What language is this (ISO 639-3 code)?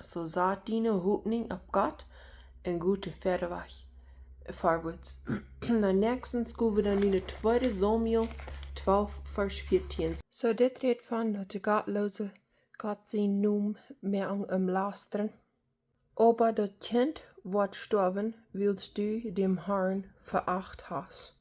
pdt